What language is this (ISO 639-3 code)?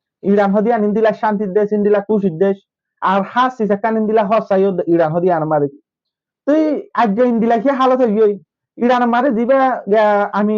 rhg